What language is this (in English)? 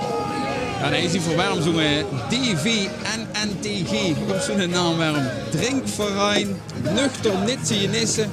Limburgish